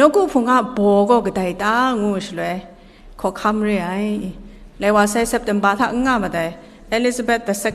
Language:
Kachin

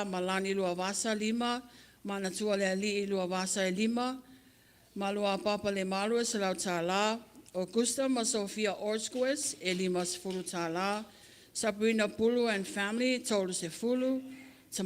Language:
Samoan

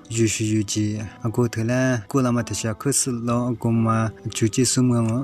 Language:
Lisu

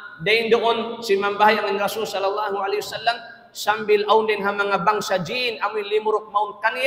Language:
Tausug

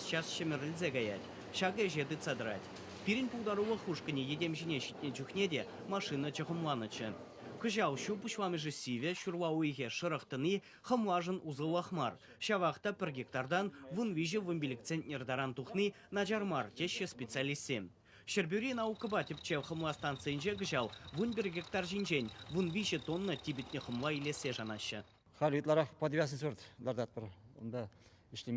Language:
Chuvash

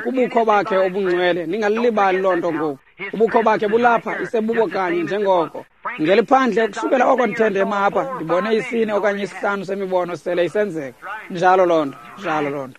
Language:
Xhosa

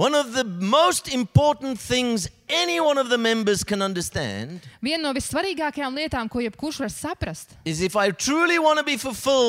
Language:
Latvian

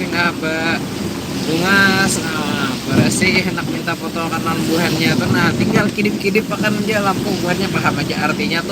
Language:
Banjar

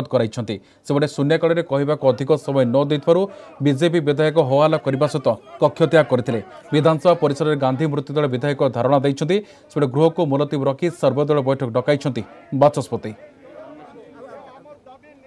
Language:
Odia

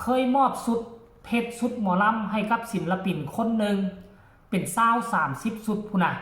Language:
Northeastern Thai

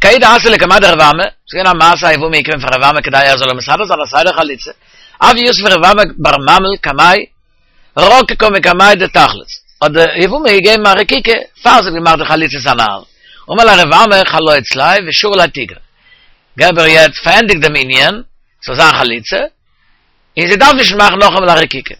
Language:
Yiddish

